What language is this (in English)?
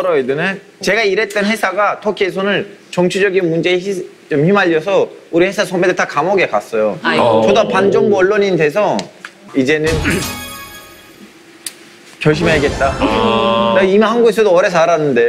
Korean